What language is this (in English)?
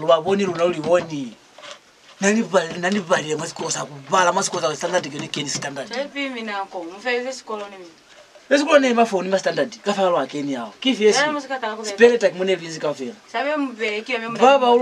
Lozi